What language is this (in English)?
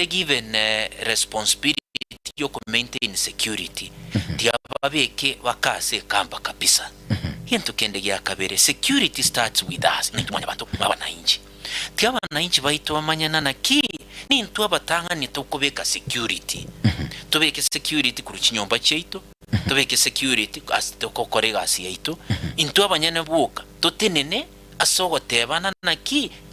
Gusii